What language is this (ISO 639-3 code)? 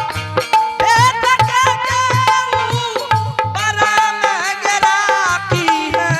anp